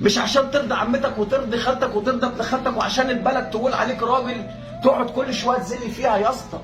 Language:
Egyptian Arabic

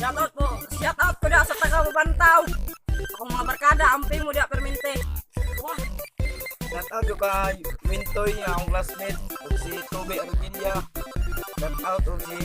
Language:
Cebuano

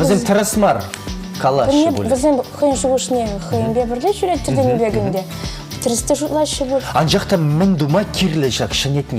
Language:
Chuvash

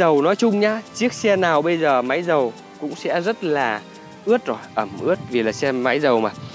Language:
Vietnamese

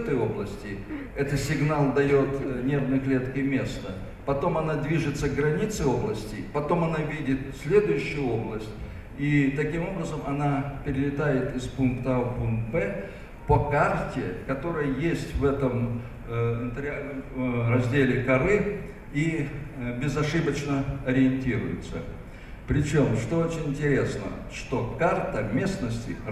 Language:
Russian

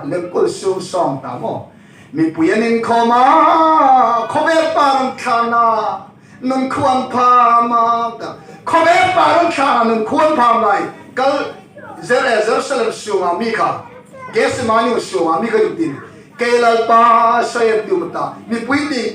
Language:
Hmar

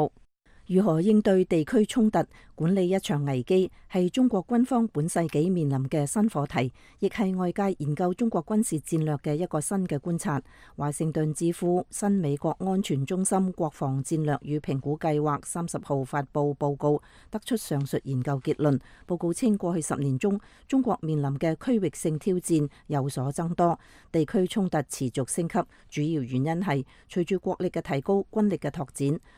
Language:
Cantonese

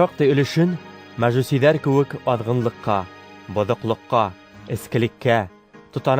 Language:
Bashkir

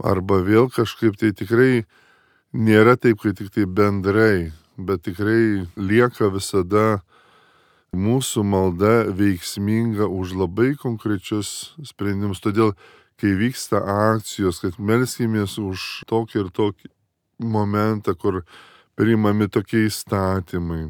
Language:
Lithuanian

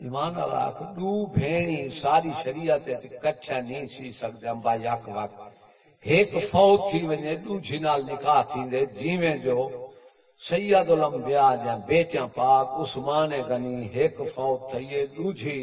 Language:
Saraiki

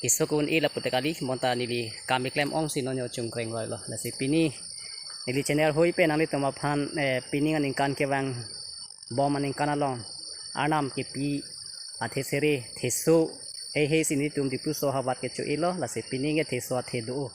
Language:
Karbi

